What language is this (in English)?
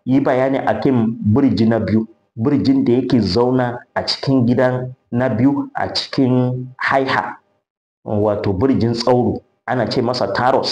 Hausa